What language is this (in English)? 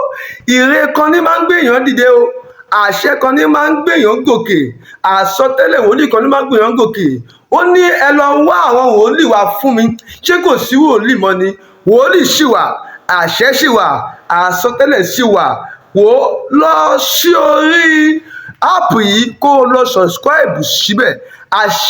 Yoruba